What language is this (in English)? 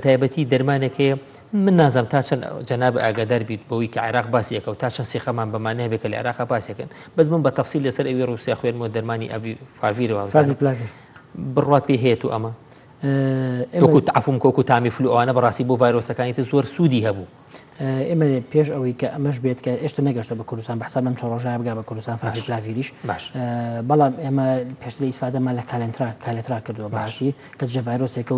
Central Kurdish